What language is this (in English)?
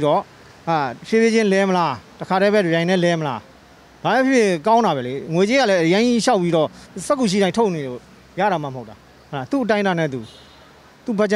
Burmese